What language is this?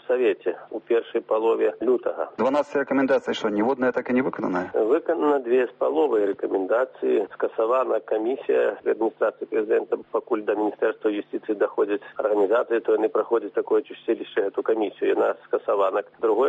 Belarusian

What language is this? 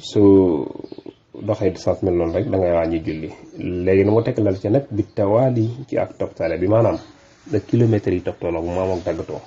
Wolof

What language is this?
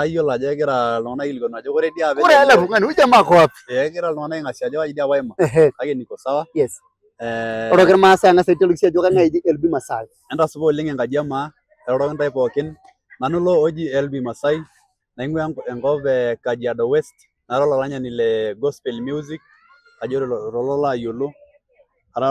Masai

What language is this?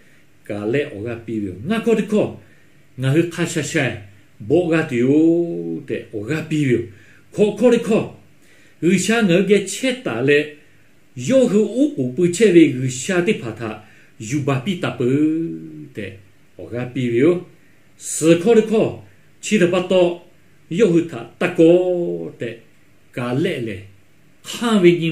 Lahu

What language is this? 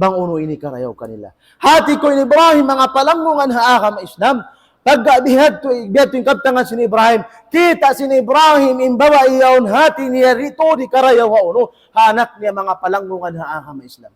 Tausug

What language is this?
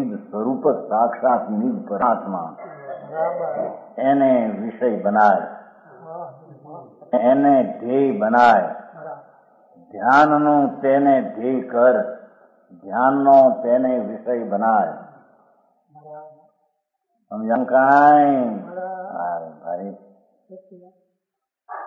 Gujarati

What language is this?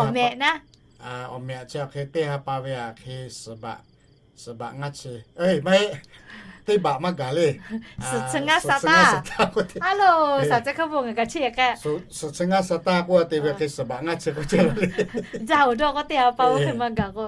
Lahu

